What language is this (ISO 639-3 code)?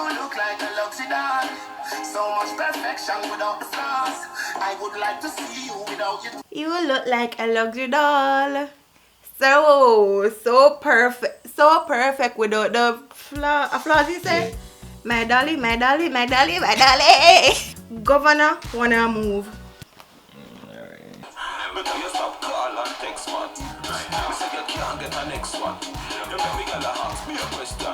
jam